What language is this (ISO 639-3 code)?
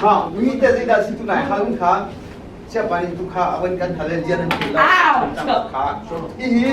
cnh